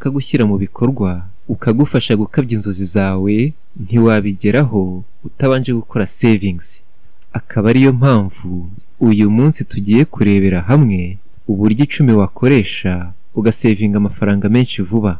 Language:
Kinyarwanda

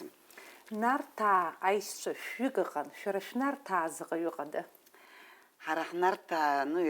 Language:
Abkhazian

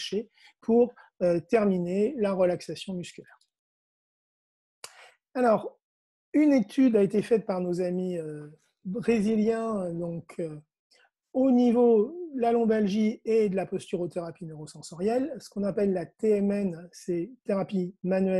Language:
French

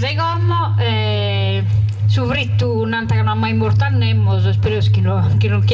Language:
Sardinian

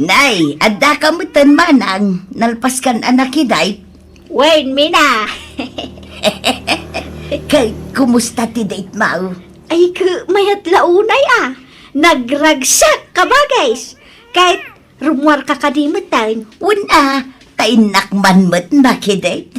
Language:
Iloko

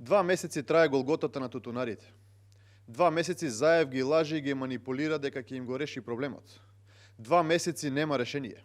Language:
Macedonian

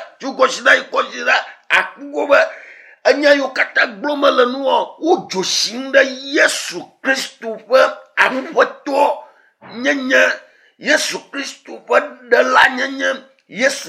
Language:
Ewe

